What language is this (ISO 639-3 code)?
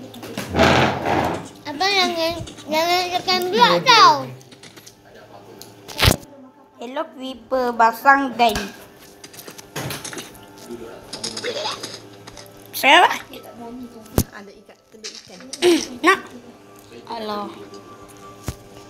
msa